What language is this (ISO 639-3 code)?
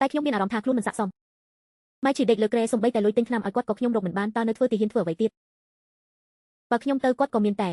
khm